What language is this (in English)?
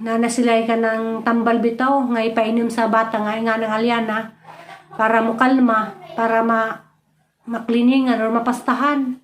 Cebuano